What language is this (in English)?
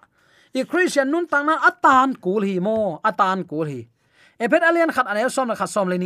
Tedim Chin